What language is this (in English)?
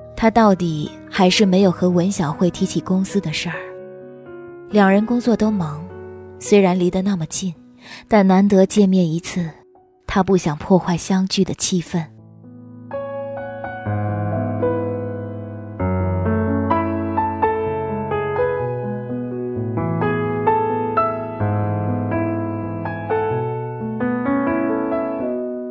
Chinese